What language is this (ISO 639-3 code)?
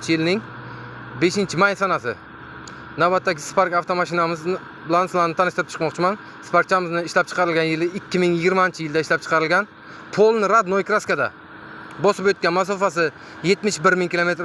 uzb